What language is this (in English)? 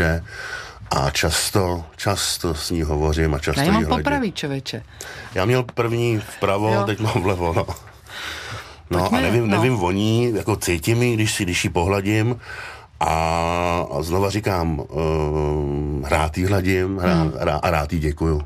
Czech